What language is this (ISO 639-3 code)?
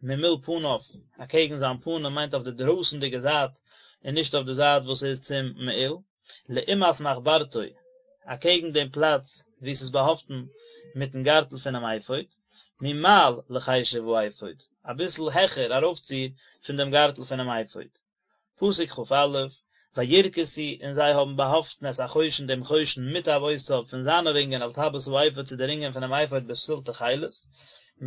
yid